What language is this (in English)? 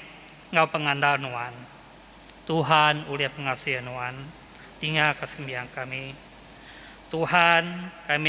Iban